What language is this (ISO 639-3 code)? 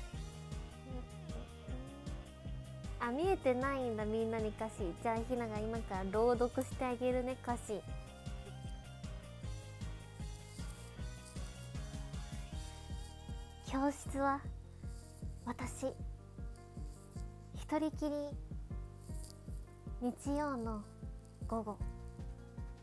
jpn